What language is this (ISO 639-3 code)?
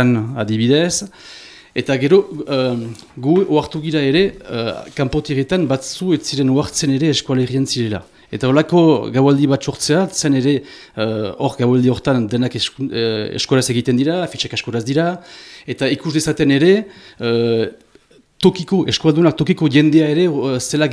eus